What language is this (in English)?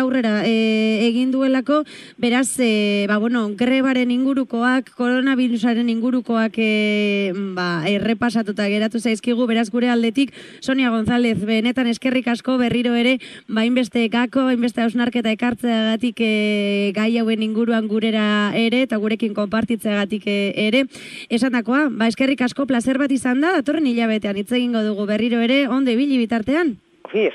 Basque